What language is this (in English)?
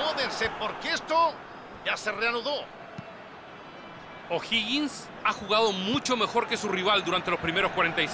Spanish